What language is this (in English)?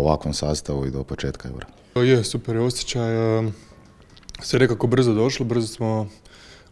Croatian